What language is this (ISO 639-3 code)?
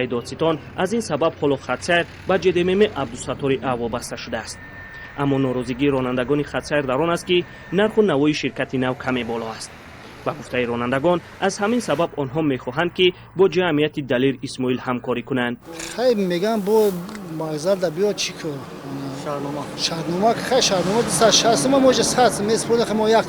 tgk